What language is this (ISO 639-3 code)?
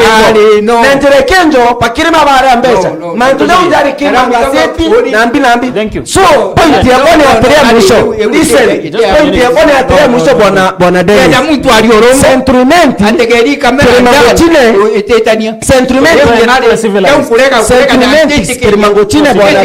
mer